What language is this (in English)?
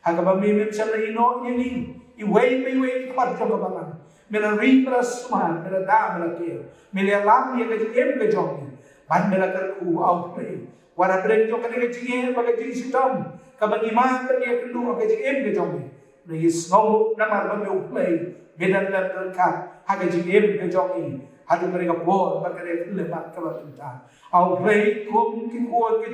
Khasi